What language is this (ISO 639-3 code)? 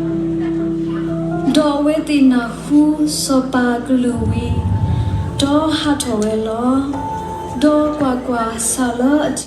ksw